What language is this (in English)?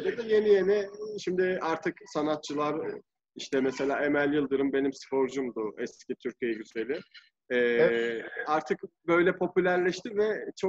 Turkish